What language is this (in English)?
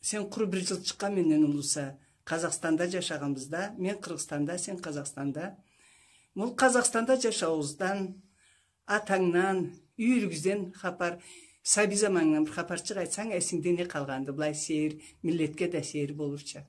Karachay-Balkar